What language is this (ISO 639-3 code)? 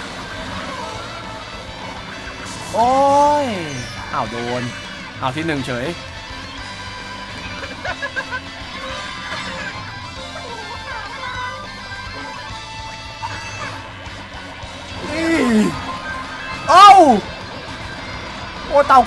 tha